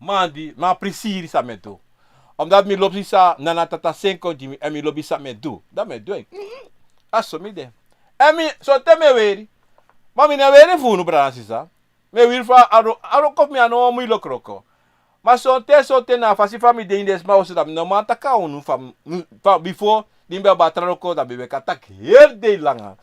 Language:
Sranan Tongo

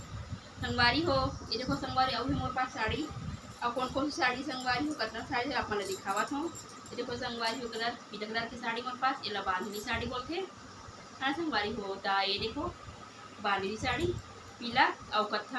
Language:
Chhattisgarhi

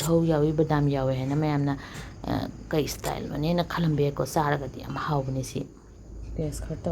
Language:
Manipuri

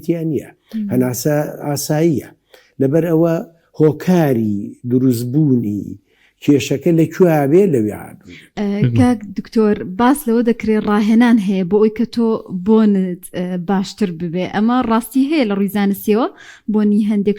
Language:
Central Kurdish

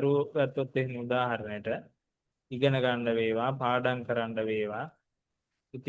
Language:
Sinhala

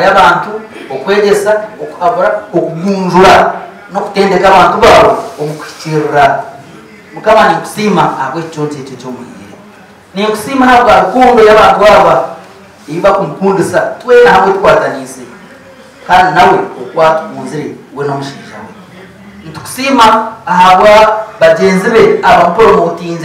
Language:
Nyankole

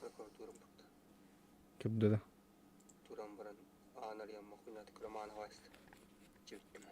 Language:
Yakut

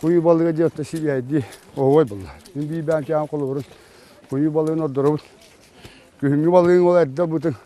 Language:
Yakut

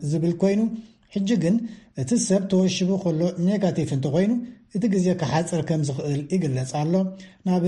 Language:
Tigrinya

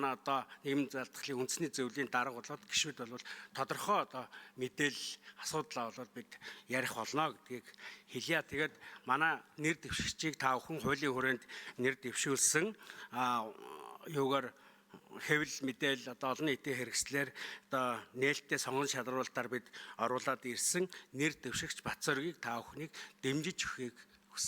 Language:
Mongolian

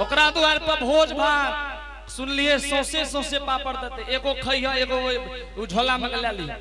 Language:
Angika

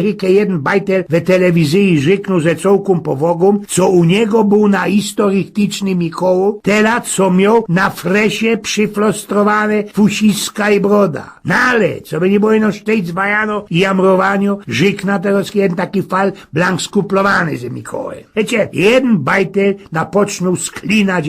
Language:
Silesian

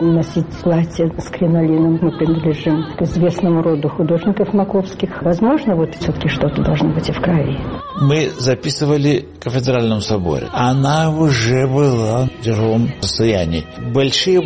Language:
Russian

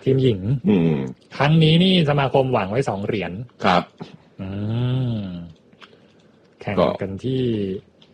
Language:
Thai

